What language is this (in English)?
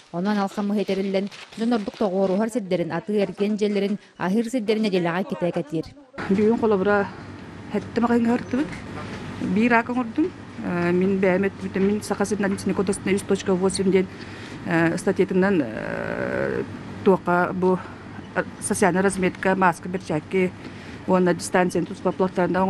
Yakut